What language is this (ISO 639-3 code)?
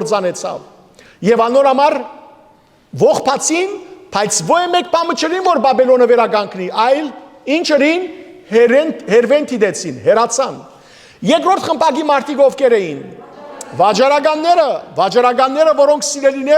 hyw